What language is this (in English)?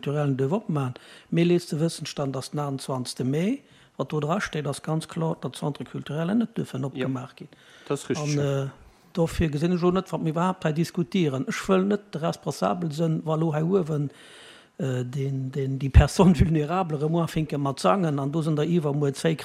Luxembourgish